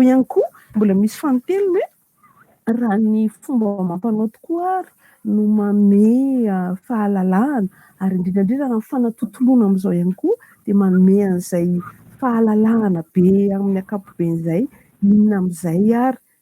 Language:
Malagasy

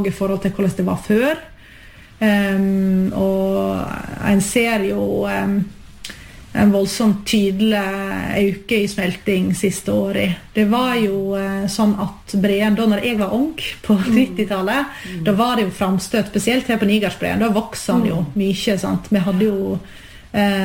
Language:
Norwegian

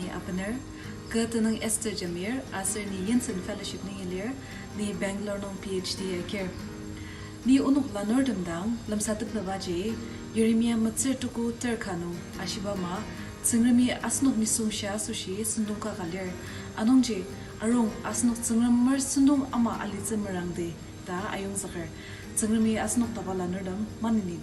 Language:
Ao Naga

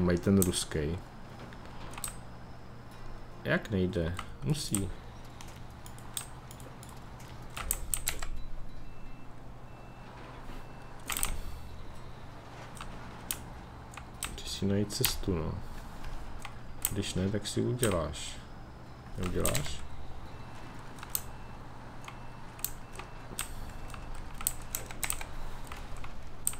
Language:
Czech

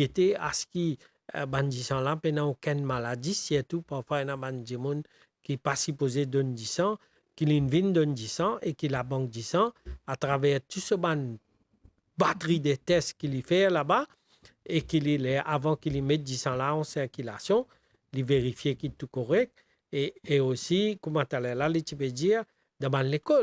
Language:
Morisyen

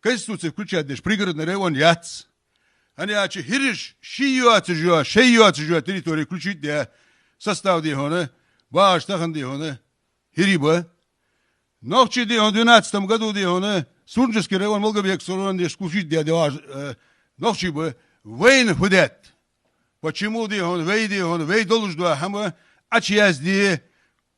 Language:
Ingush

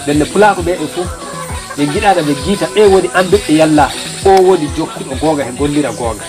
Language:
Nigerian Fulfulde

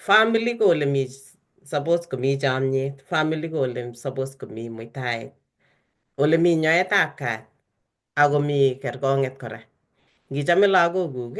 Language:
Kalenjin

